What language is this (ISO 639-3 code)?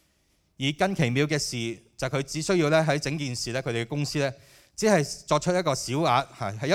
yue